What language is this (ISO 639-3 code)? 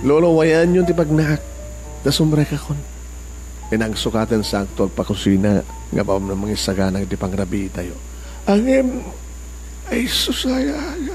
ilo